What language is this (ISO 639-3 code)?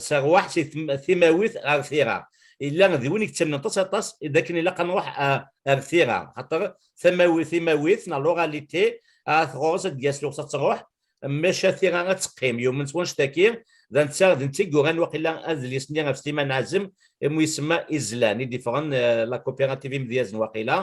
kab